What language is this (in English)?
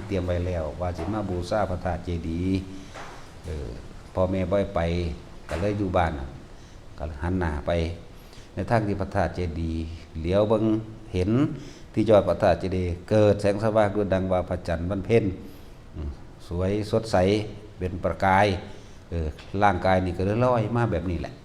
Northeastern Thai